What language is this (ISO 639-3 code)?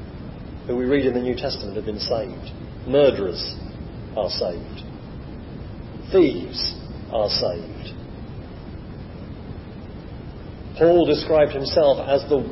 eng